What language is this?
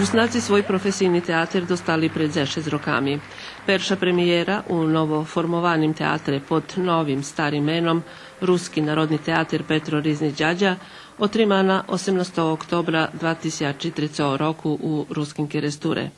Rusyn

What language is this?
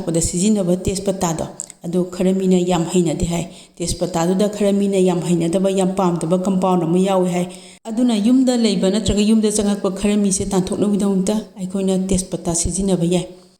Manipuri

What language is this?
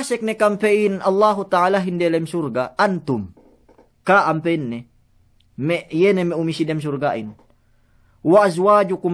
Yakan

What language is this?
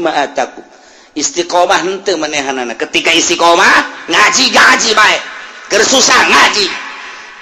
Sundanese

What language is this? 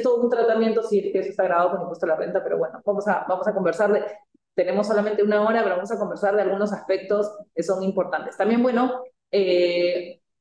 Spanish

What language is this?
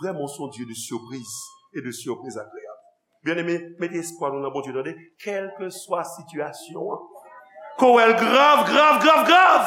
Haitian Creole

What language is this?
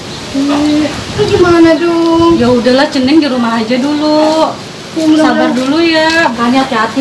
Betawi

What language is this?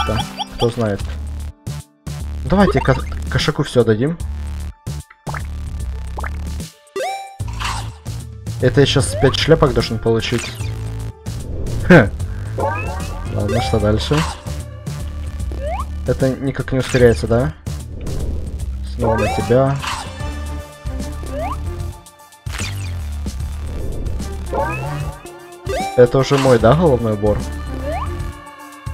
Russian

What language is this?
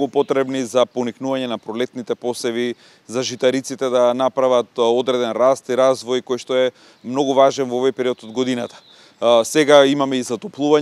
Macedonian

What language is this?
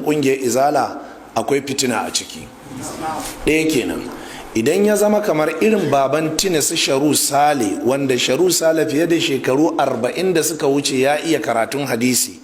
Hausa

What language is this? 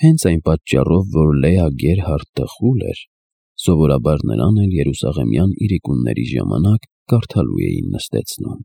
Armenian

